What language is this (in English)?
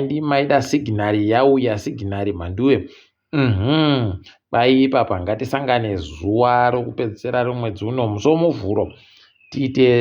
Ndau